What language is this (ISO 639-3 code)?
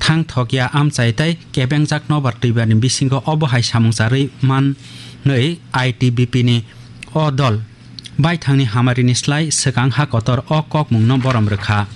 trp